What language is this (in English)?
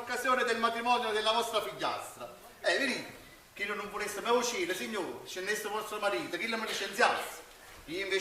Neapolitan